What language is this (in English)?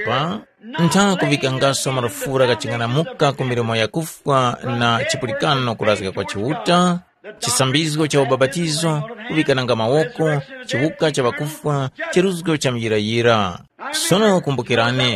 Tumbuka